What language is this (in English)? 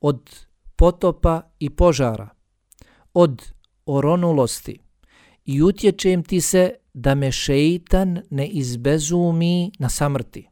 Bosnian